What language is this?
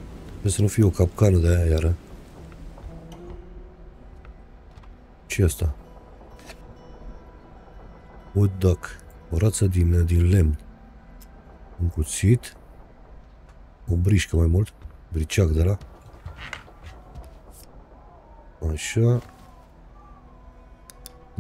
Romanian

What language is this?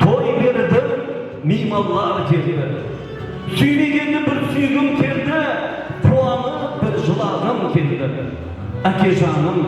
Kara-Kalpak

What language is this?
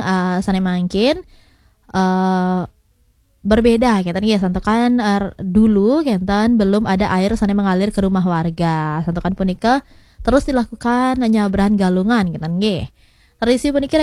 Balinese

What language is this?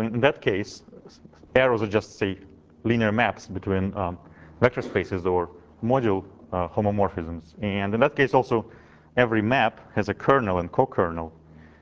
English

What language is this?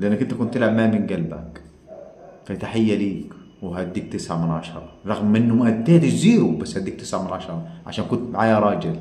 Egyptian Arabic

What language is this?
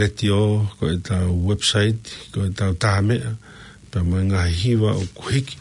Tongan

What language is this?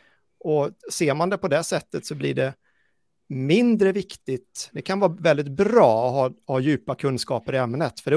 Swedish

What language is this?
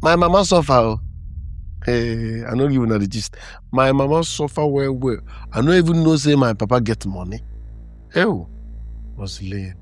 Nigerian Pidgin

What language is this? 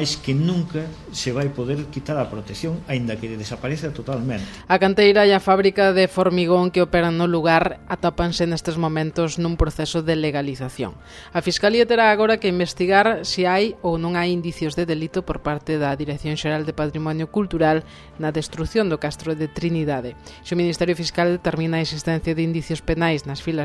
Galician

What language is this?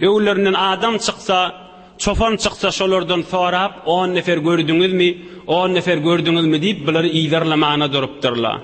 Turkmen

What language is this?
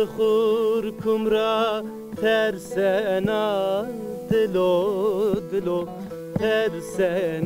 Zaza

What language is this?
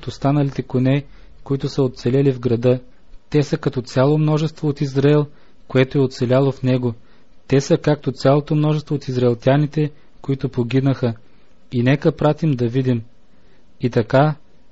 Bulgarian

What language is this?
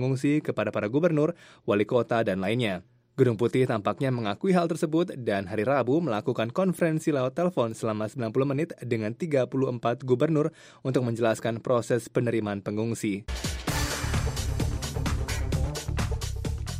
Indonesian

